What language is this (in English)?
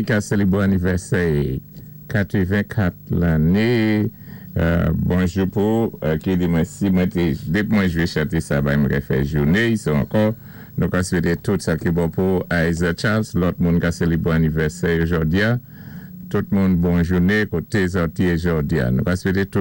Saint Lucian Creole French